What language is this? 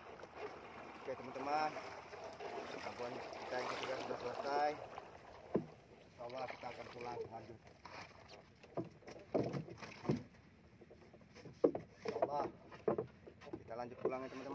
Indonesian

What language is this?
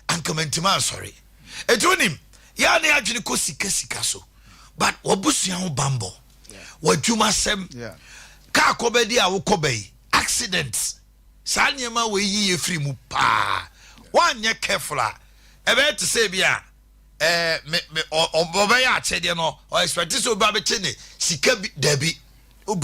Akan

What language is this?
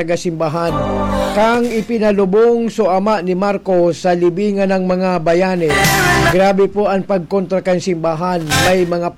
Bikol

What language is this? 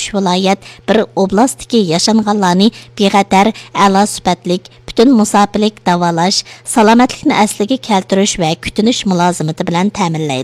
Uyghur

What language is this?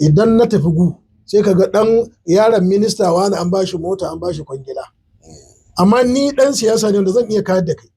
Hausa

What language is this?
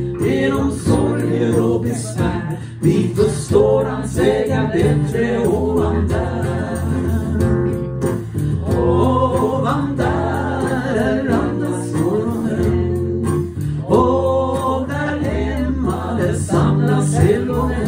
Swedish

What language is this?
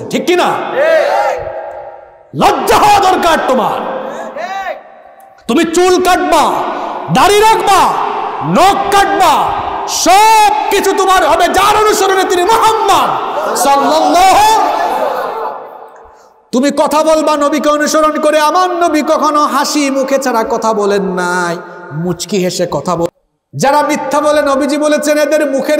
Bangla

